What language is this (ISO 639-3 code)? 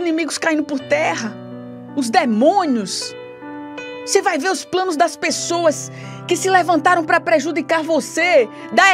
por